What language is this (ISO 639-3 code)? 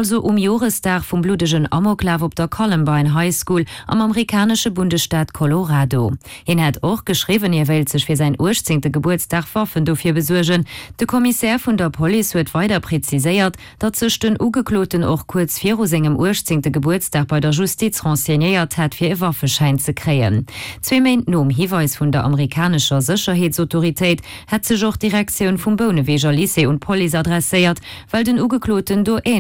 ltz